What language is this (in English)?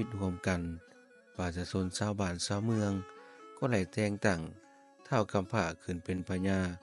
Lao